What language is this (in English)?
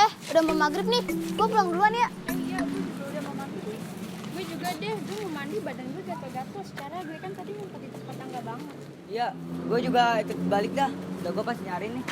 Betawi